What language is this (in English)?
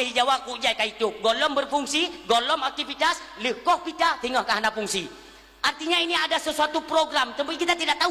Achinese